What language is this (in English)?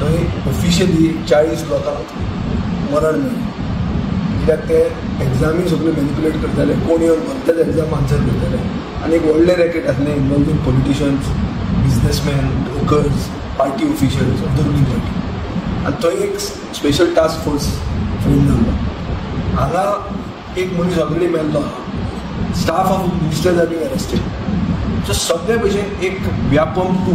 Konkani